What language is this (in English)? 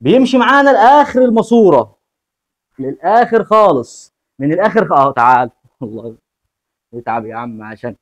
Egyptian Arabic